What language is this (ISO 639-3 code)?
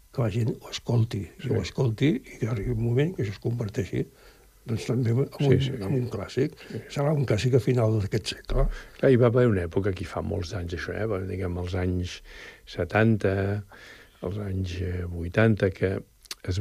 cat